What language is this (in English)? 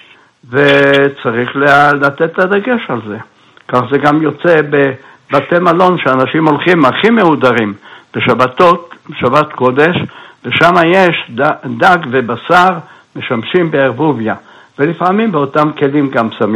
Hebrew